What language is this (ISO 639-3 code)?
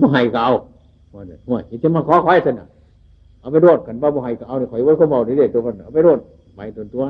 tts